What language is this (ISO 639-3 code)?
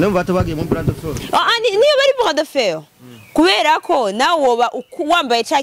run